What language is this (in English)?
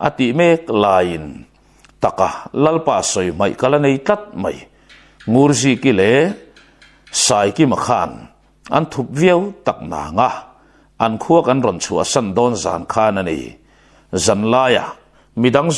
Mizo